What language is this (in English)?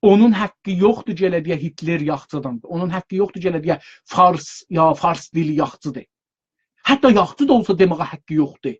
South Azerbaijani